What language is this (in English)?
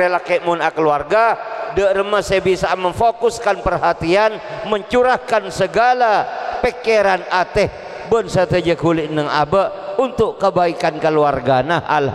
Madurese